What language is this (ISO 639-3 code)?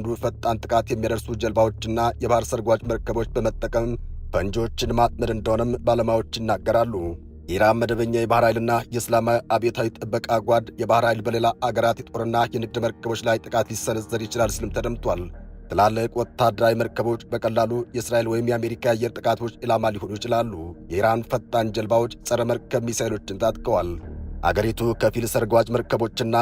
amh